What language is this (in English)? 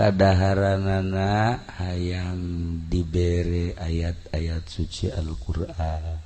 Sundanese